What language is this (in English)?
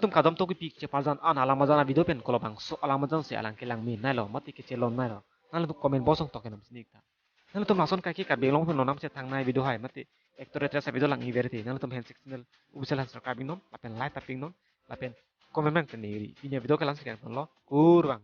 Karbi